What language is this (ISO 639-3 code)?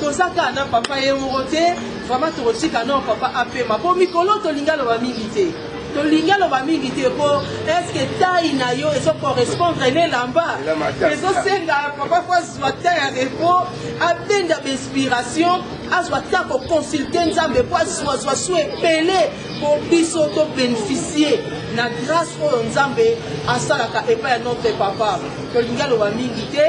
lin